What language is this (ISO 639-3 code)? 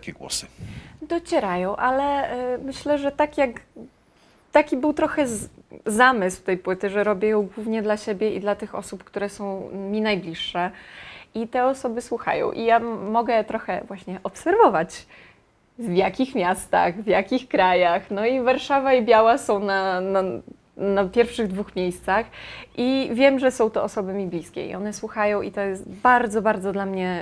pol